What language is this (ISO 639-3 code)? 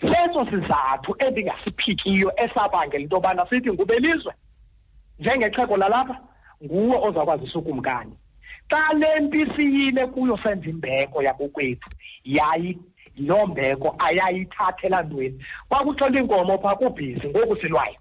xho